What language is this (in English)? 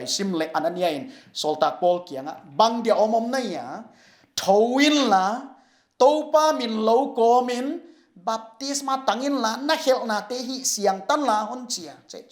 Paite Chin